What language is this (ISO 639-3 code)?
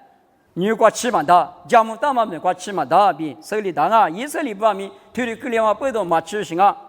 lis